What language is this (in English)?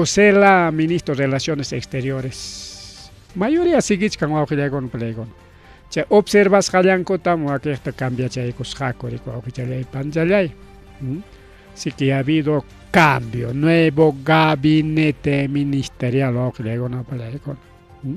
Ayacucho Quechua